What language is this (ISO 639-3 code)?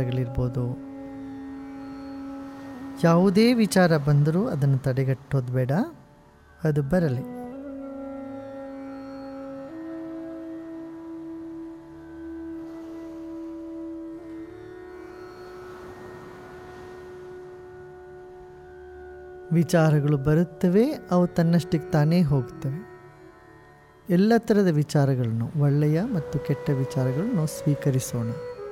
kan